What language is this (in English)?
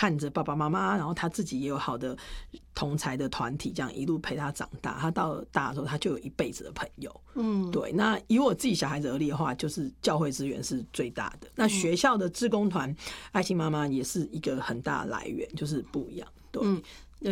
Chinese